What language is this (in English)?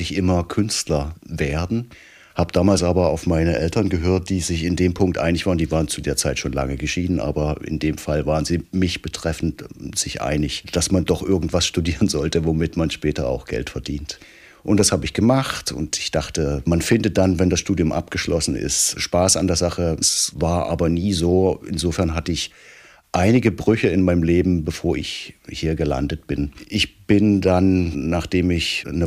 German